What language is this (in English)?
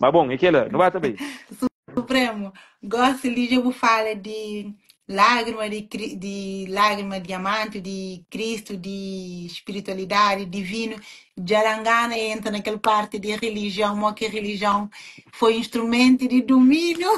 Kabuverdianu